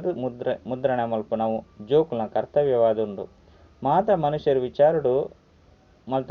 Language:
Tulu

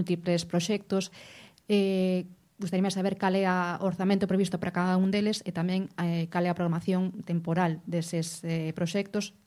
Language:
Galician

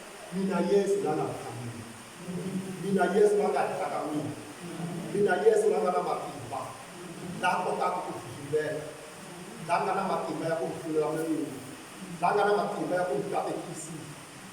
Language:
Tsonga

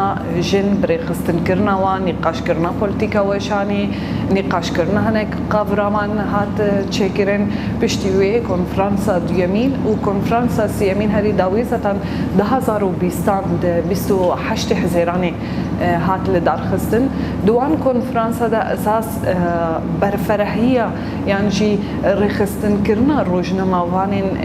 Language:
Kurdish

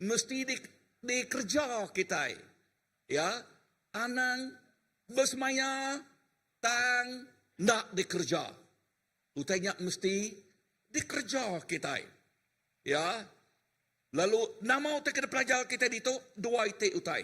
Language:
Iban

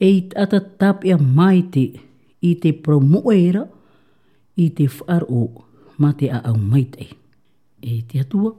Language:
Tahitian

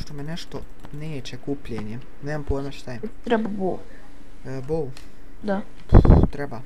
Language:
Bosnian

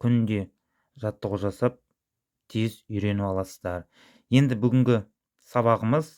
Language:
Kazakh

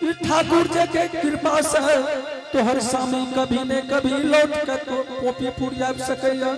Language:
Angika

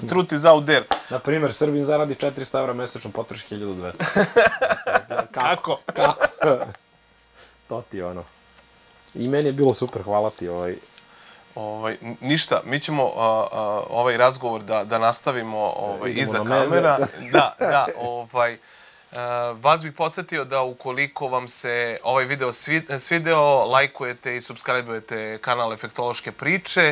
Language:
Serbian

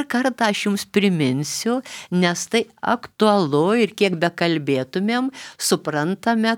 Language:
Lithuanian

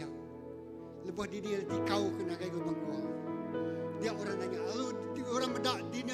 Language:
Iban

